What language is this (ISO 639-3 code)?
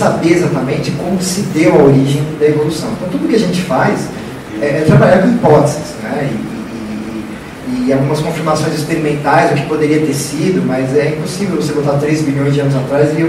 por